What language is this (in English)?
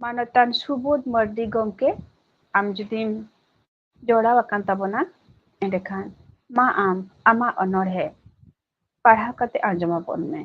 Santali